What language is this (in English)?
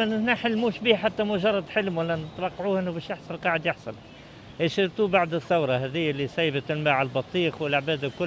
Tunisian Arabic